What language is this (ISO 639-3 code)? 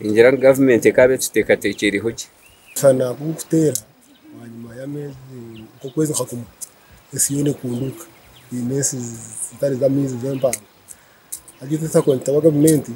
nyn